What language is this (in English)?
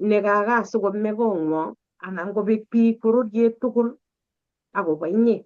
Kalenjin